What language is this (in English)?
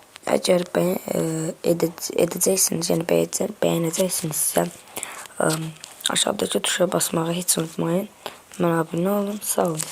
Azerbaijani